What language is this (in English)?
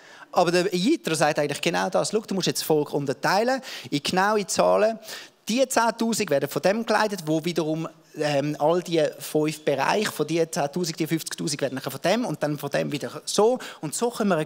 Swiss German